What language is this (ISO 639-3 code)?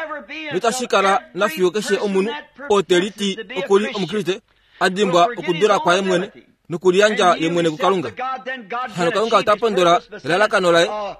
kua